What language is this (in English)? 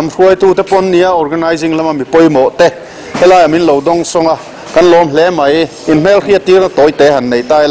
Mizo